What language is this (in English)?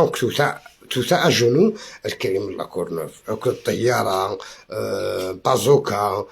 Algerian Arabic